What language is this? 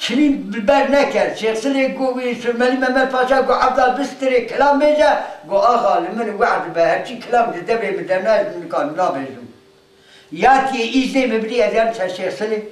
Kurdish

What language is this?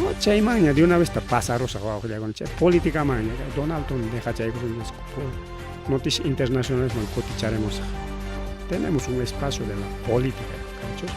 Ayacucho Quechua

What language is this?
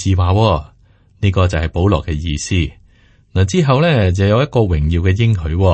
Cantonese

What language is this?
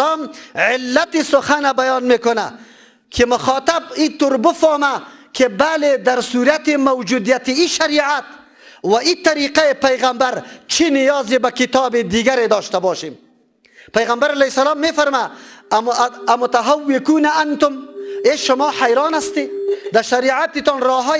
Persian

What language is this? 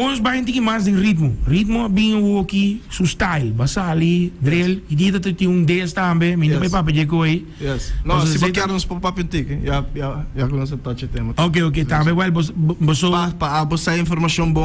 Papiamento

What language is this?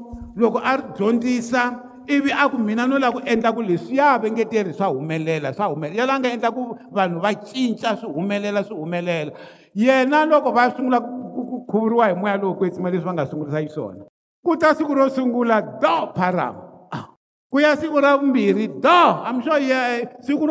Tsonga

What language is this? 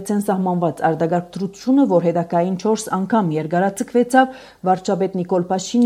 Armenian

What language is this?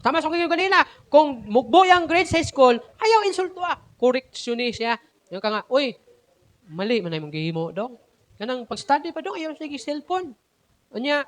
Cebuano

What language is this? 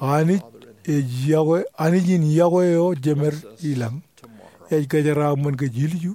Marshallese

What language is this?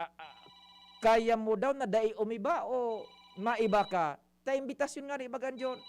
Bikol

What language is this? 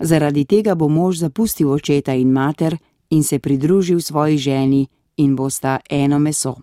Slovenian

